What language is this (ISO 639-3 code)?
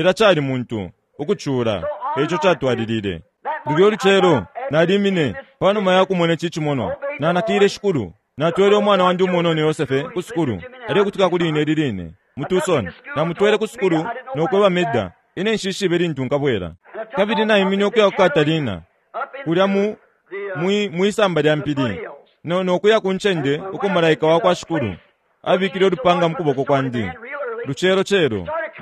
bem